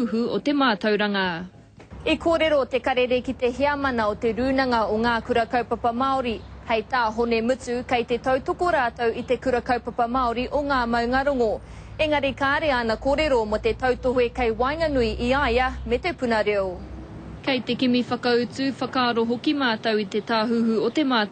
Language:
Māori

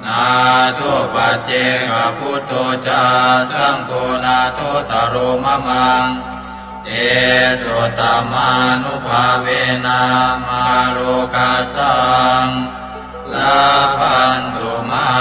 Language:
Pali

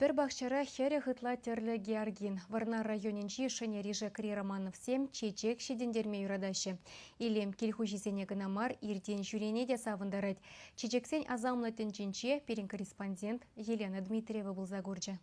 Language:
Chuvash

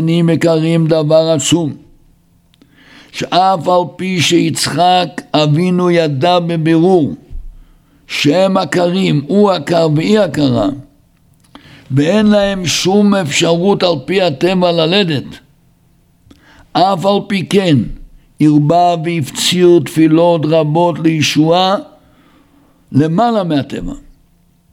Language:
Hebrew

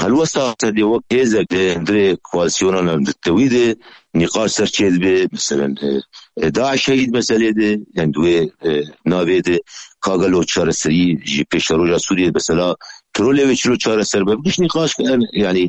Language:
Kurdish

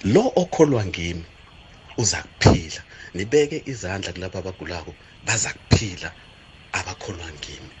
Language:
South Ndebele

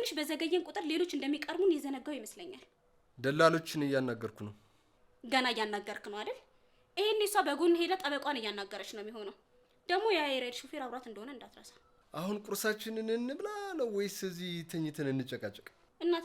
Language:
Amharic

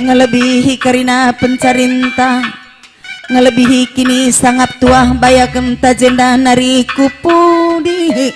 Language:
Batak Karo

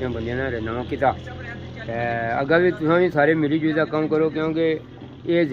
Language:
Pahari-Potwari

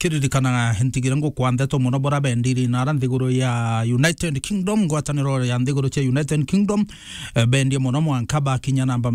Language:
Meru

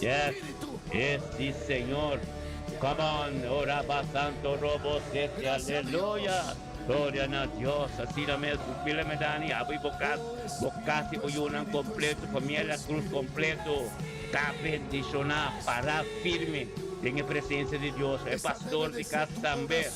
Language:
Papiamento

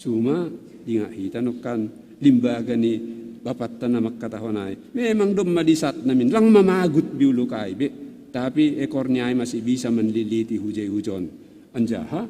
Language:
Batak Simalungun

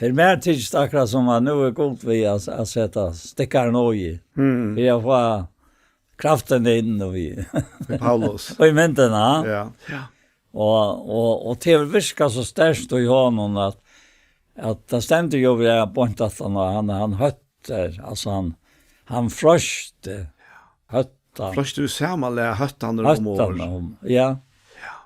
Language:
Faroese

